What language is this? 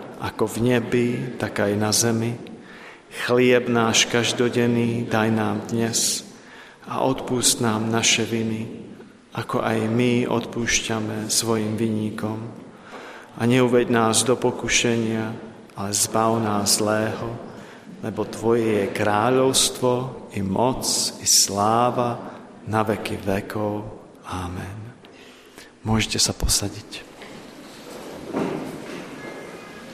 Slovak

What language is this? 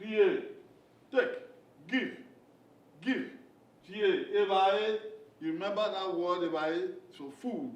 Bini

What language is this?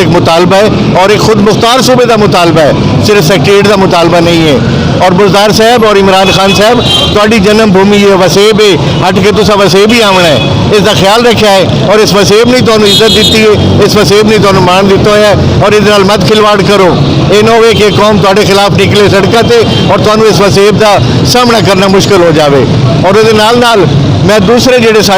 Saraiki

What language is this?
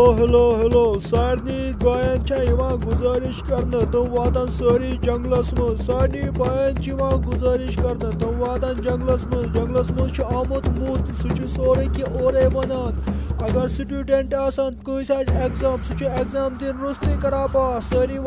Kashmiri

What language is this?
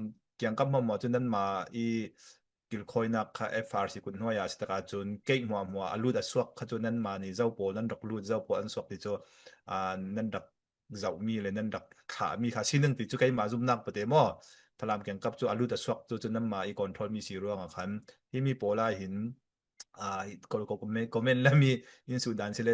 Falam Chin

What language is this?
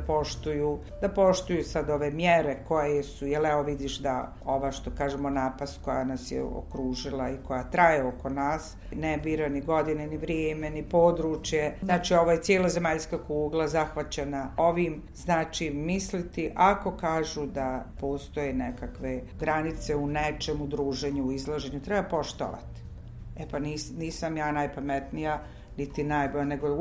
Bosnian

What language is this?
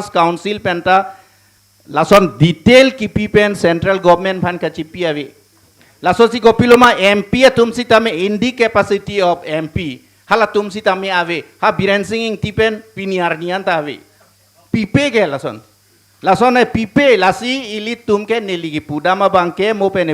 Karbi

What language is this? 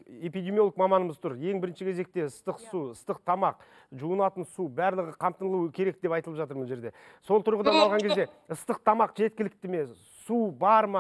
Kazakh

